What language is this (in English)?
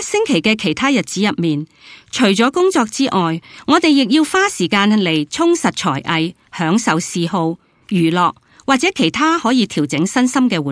Cantonese